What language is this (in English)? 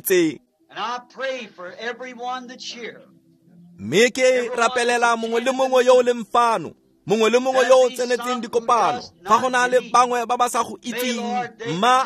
Tswana